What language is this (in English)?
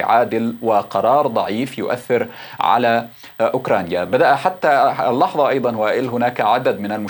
Arabic